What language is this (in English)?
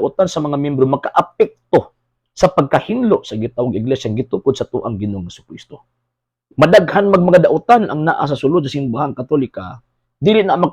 Cebuano